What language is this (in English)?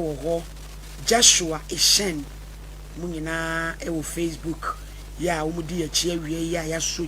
Akan